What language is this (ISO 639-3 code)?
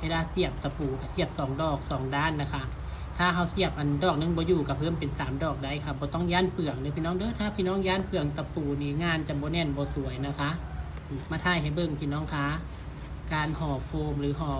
tts